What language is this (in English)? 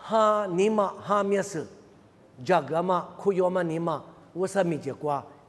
Lisu